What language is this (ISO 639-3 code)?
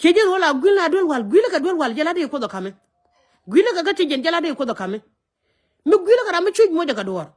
nus